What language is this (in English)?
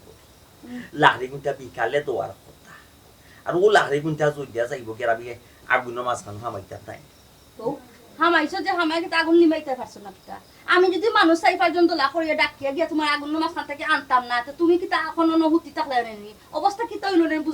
Sylheti